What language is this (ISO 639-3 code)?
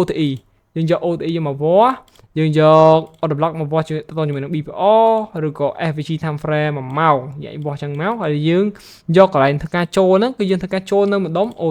khm